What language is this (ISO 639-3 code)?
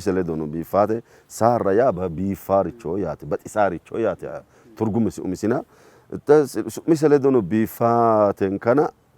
sid